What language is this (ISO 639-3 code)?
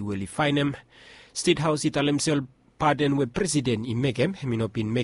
bis